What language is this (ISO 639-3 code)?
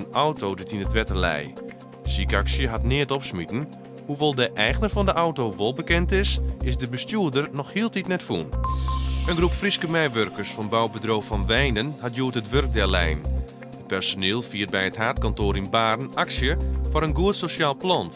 fry